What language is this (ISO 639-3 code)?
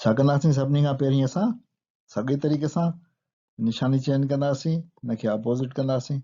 snd